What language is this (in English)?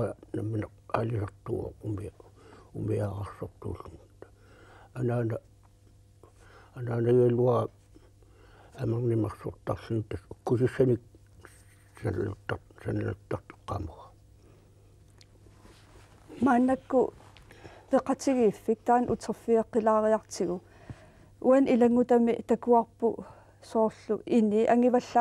Kalaallisut